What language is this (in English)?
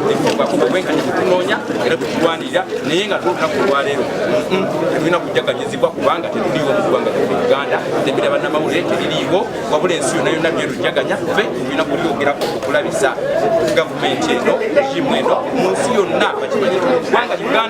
Ganda